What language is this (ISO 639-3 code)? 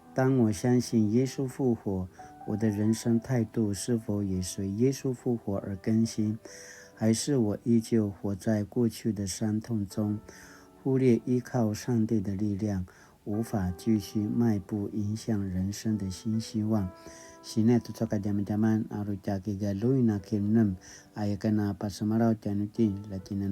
pwn